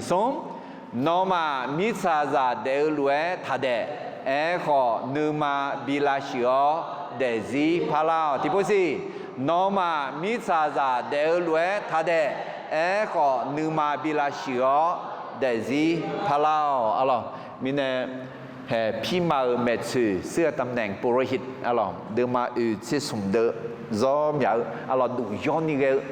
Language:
Akha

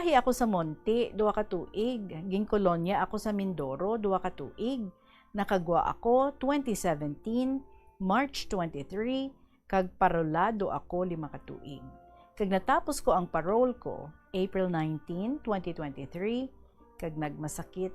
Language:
Hiligaynon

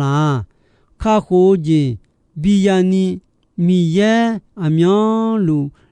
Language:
Akha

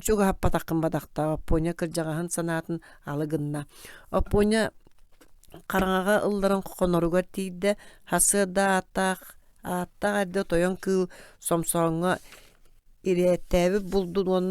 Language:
Yakut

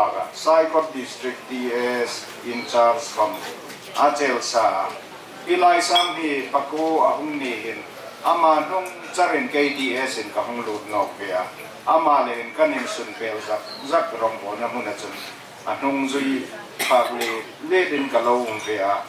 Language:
Hmar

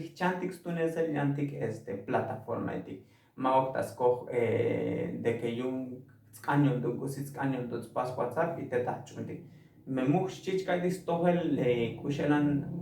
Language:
Tzotzil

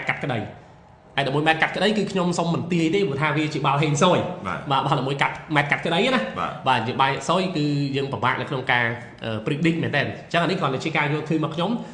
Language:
Khmer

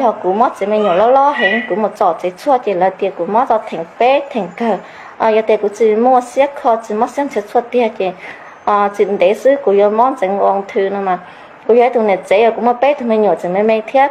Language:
Hmong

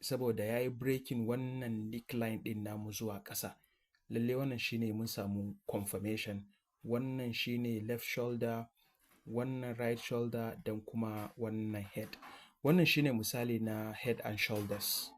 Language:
Hausa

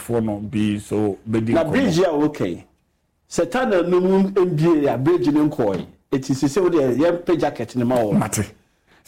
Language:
Akan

